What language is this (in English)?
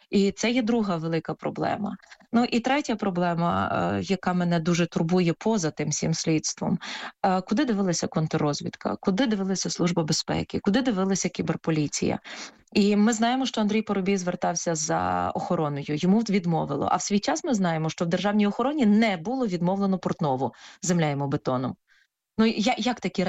Ukrainian